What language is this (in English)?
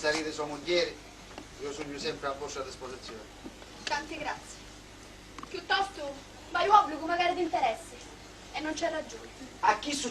Sicilian